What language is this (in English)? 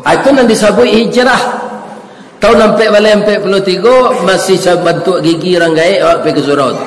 Minangkabau